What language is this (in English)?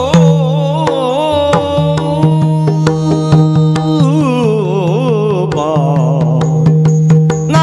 Kannada